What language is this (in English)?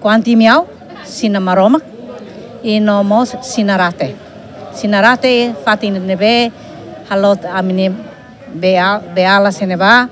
Tetum